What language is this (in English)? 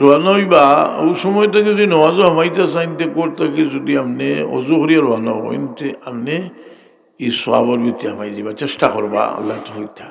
Sylheti